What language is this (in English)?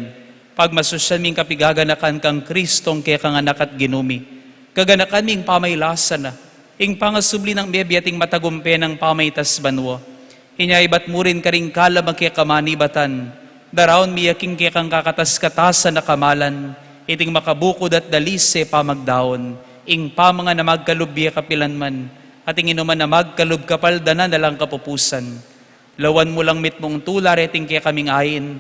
Pampanga